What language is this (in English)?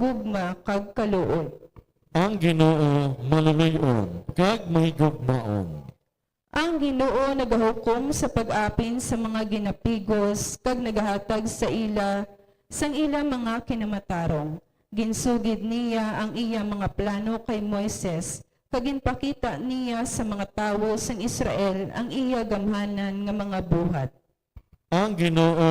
Hiligaynon